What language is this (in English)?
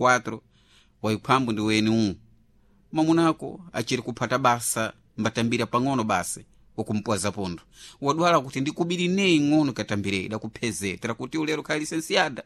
Sena